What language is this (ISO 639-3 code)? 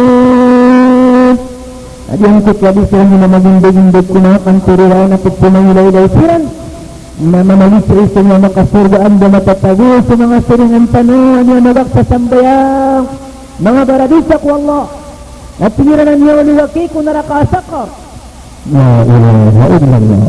mrw